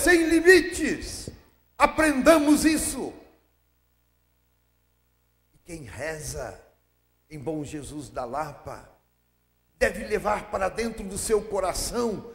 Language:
Portuguese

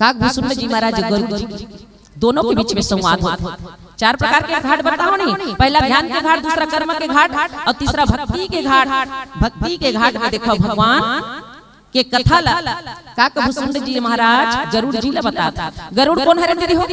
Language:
Chhattisgarhi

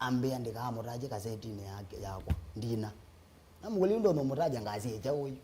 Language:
Kamba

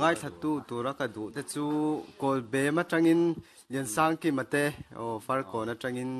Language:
Mizo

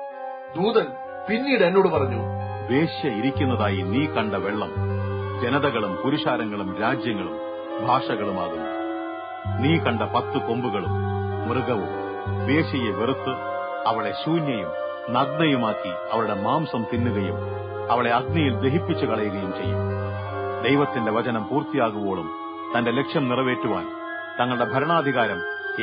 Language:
Malayalam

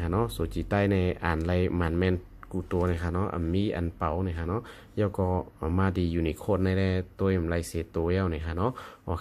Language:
Shan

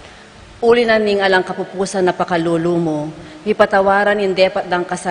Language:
Pampanga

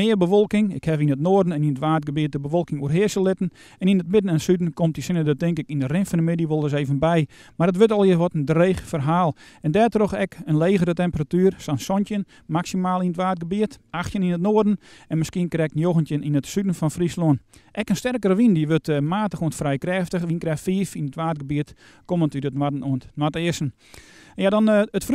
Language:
Western Frisian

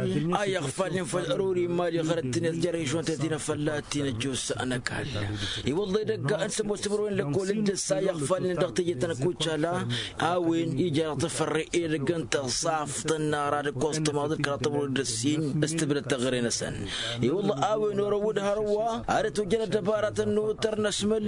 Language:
Tamasheq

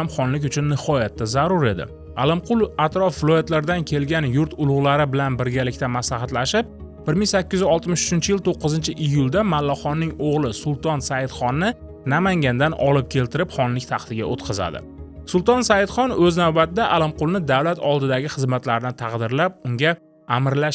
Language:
Uzbek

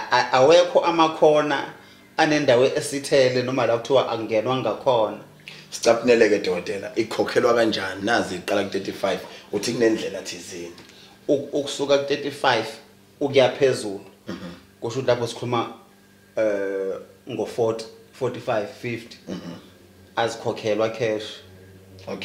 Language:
Zulu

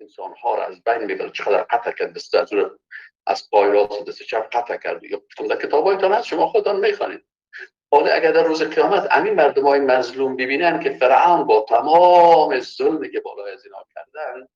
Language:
Persian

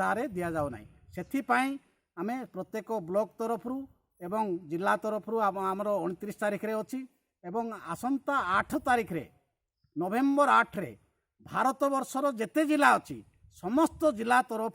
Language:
Odia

